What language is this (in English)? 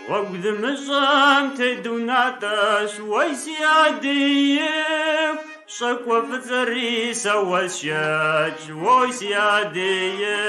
Kabardian